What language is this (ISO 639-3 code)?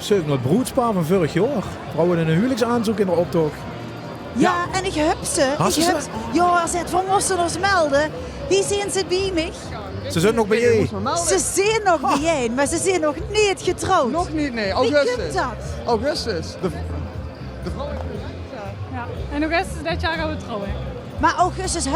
lim